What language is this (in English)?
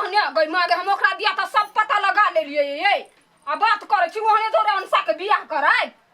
Maithili